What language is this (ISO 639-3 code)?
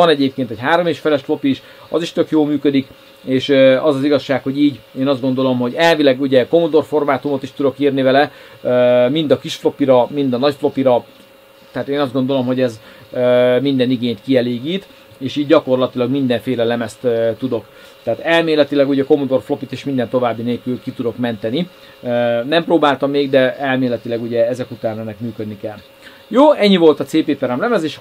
hun